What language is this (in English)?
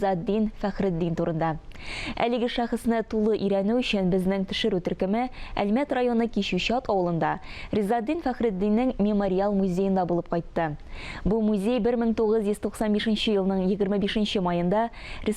Tatar